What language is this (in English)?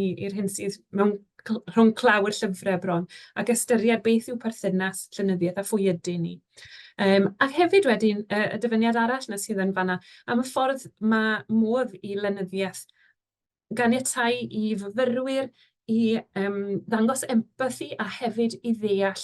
Welsh